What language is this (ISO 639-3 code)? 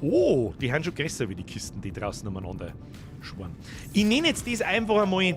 bar